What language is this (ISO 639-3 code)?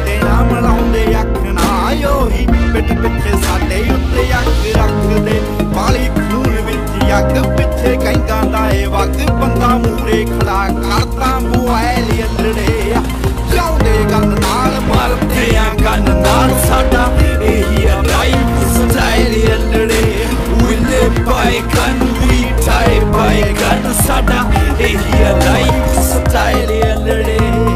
pan